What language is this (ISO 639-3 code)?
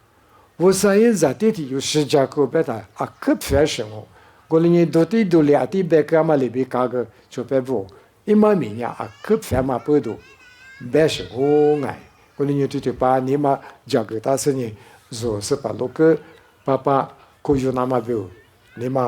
lis